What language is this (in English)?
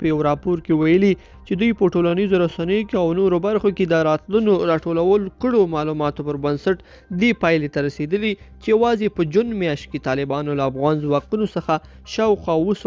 Pashto